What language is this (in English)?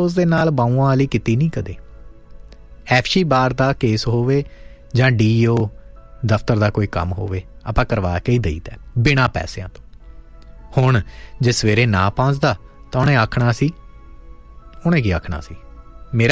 Punjabi